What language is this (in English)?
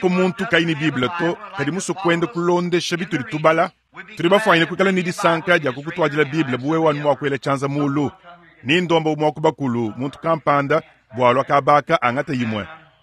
Luba-Lulua